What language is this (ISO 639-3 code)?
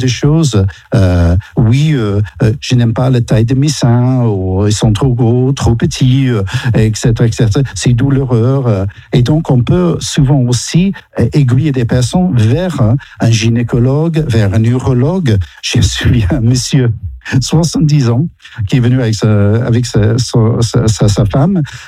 fra